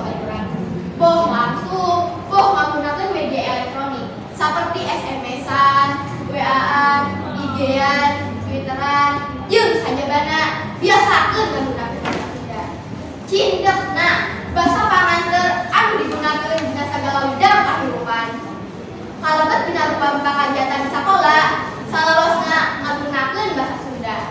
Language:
Sundanese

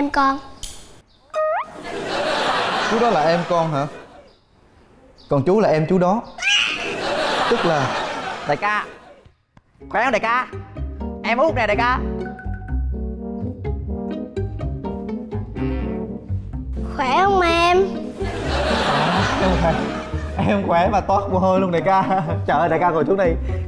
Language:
Vietnamese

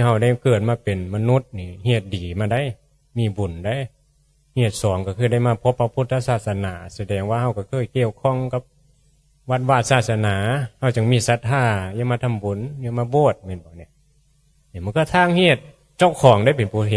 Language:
Northeastern Thai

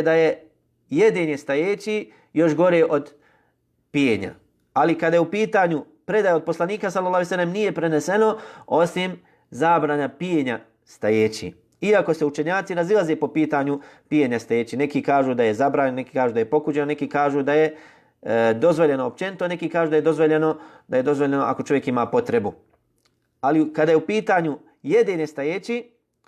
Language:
Bosnian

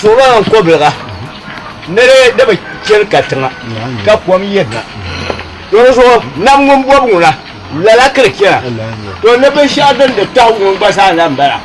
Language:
Dagbani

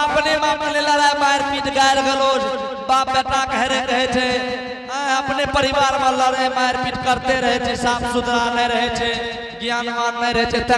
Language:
Angika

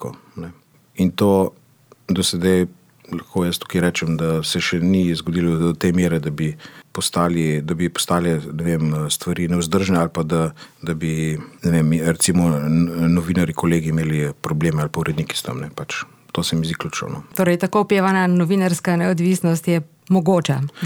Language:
Slovenian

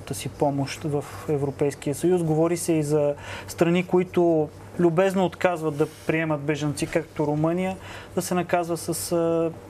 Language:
Bulgarian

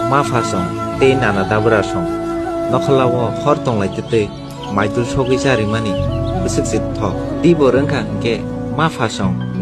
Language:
Kok Borok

